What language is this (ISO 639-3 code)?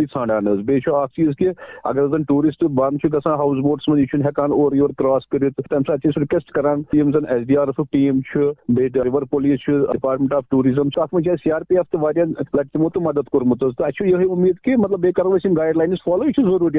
kas